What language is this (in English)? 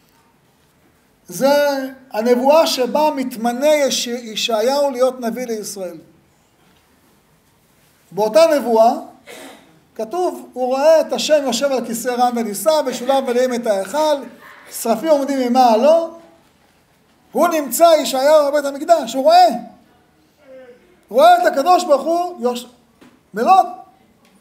Hebrew